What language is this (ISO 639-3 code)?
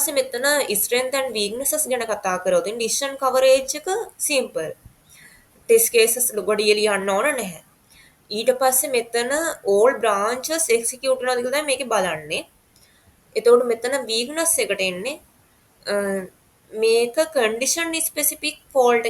sin